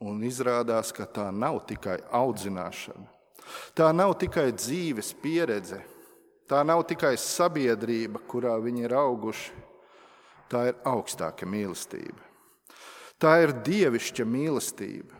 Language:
Latvian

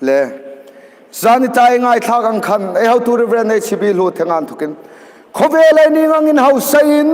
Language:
Hmar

